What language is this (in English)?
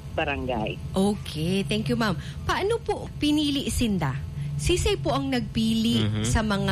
Bikol